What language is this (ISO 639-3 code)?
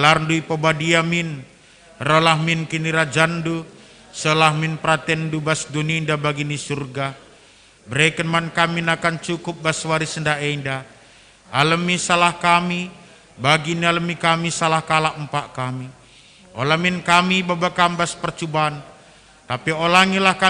btx